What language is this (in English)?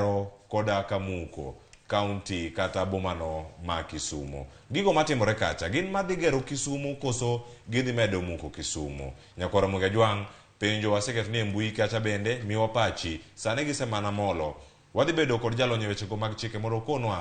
Luo (Kenya and Tanzania)